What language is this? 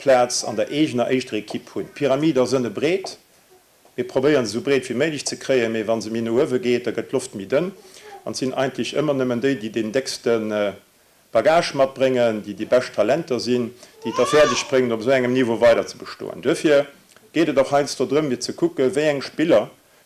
Luxembourgish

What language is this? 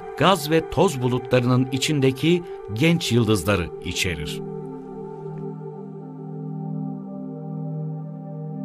Turkish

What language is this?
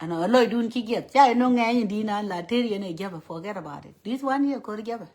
Nuer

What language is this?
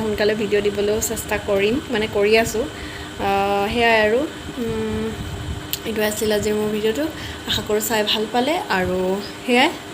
Assamese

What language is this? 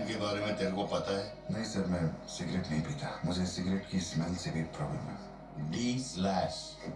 Hindi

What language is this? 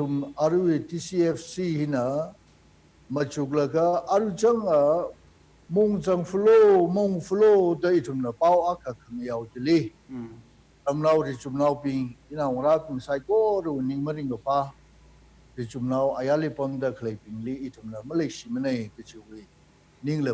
Tangkhul Naga (India)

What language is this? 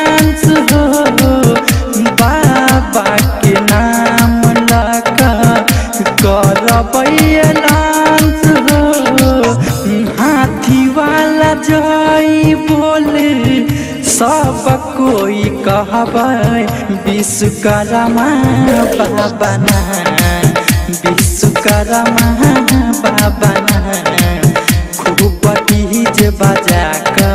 Maithili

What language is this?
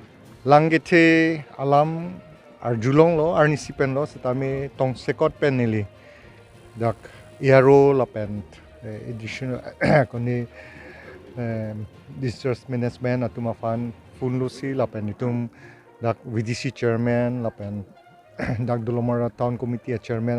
Karbi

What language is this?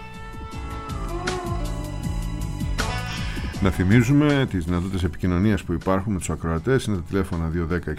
Greek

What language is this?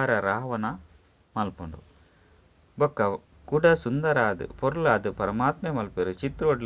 Tulu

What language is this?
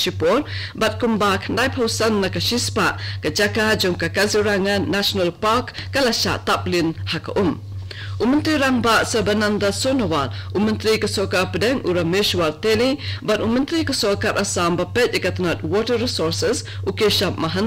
Khasi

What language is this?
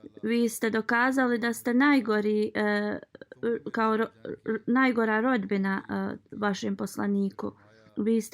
Bosnian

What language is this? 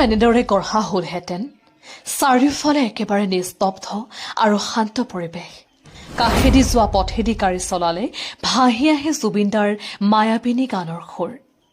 Assamese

